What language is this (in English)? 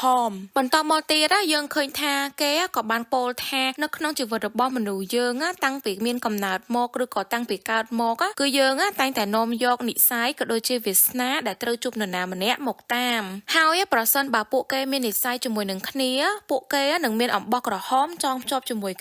Khmer